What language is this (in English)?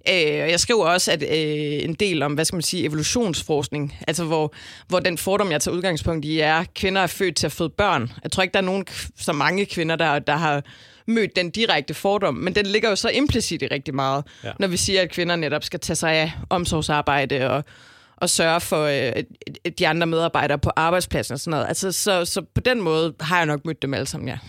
Danish